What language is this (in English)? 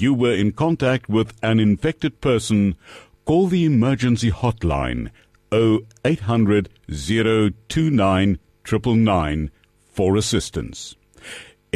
English